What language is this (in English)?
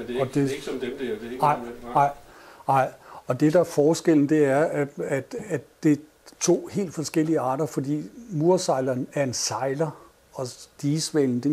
Danish